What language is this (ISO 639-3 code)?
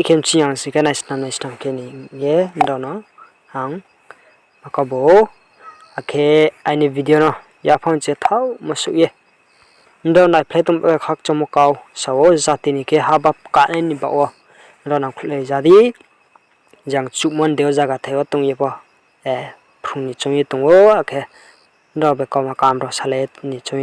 ria